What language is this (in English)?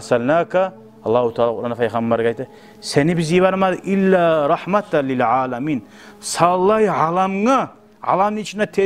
Kumyk